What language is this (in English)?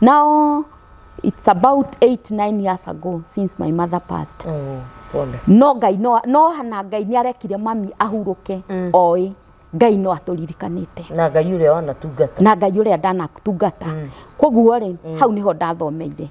Kikuyu